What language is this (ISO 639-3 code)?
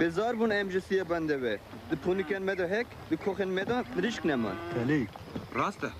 kur